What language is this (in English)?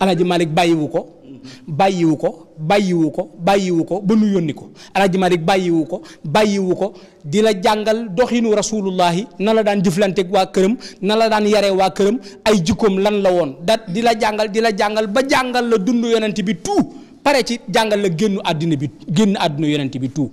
Wolof